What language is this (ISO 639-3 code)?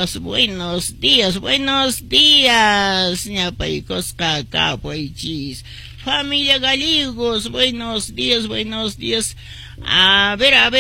que